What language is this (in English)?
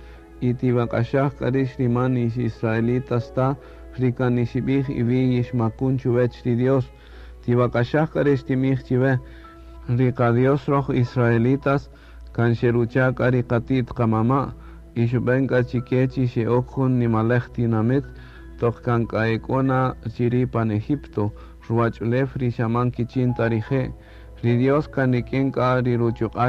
Kaqchikel